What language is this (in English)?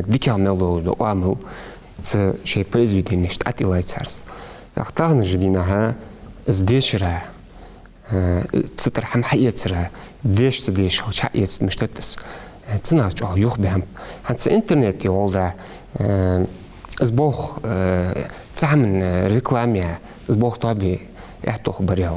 Ingush